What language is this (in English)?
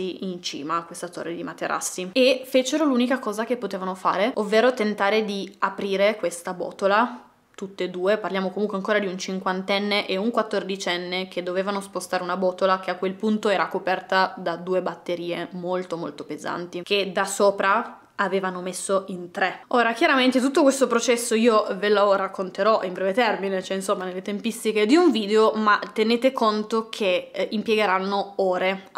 Italian